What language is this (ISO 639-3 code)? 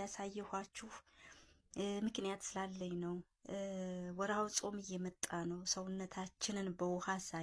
amh